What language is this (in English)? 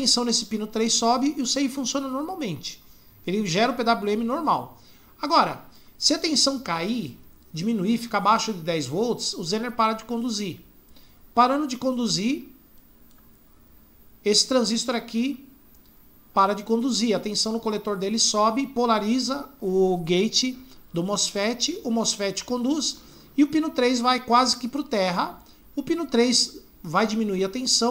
Portuguese